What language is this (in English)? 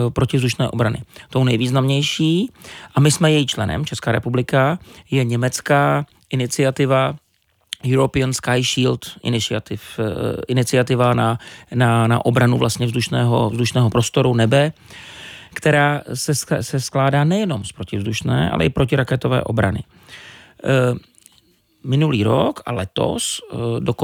Czech